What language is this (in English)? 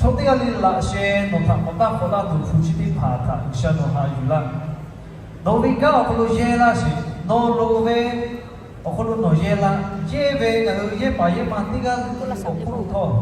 Lahu